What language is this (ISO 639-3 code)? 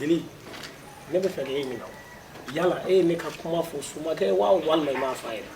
bam